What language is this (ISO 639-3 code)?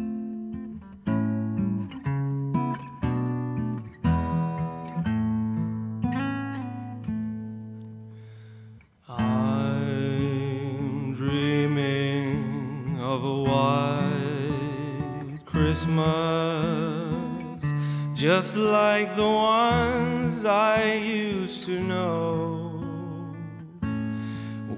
eng